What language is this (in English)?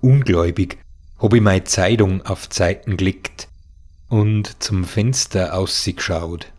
Bavarian